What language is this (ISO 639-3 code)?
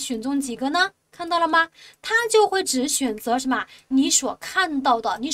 zho